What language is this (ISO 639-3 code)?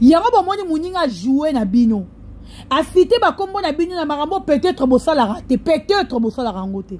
lin